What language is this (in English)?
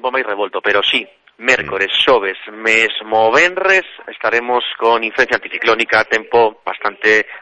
Galician